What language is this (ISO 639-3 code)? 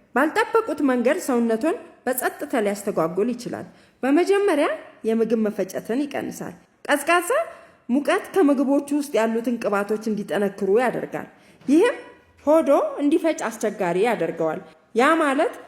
amh